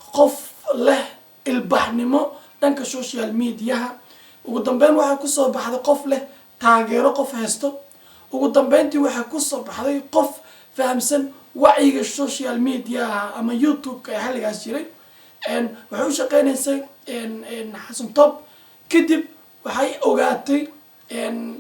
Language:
Somali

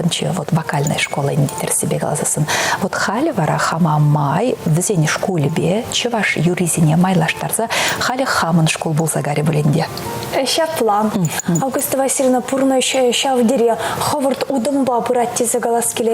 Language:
Chuvash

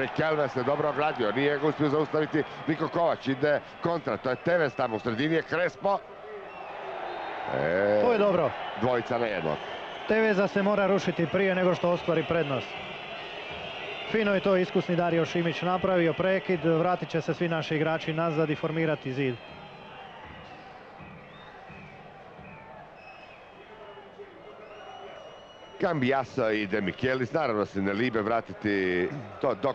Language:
Croatian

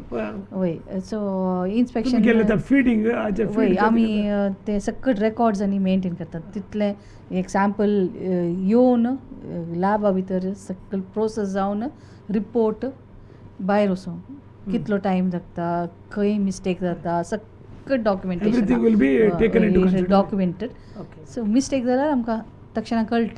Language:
Konkani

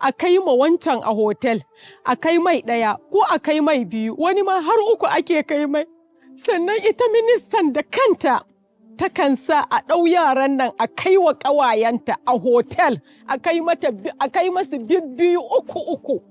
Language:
Hausa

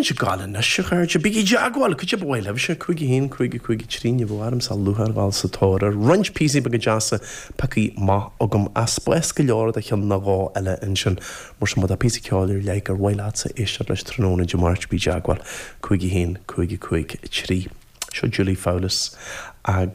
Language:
Irish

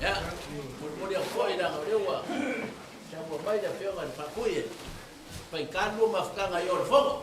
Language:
Samoan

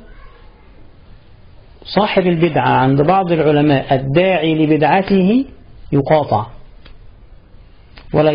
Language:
Egyptian Arabic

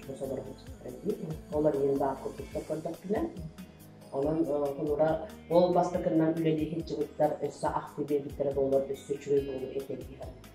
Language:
Yakut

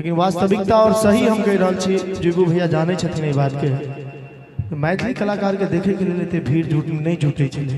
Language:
Maithili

